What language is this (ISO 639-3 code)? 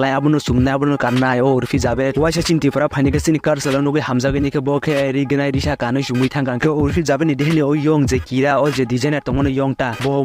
trp